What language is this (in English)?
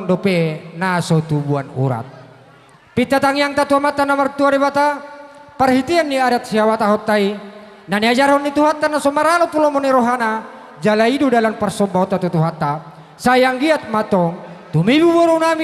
Batak Toba